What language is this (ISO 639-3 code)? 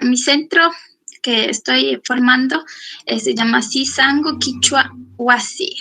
qug